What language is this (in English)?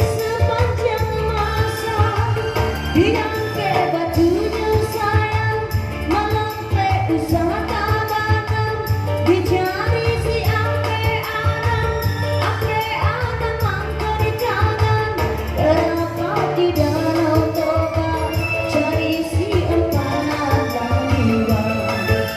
Minangkabau